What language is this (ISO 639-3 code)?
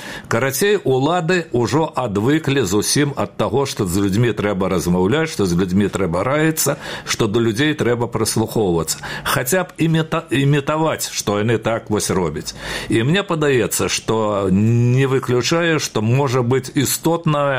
bel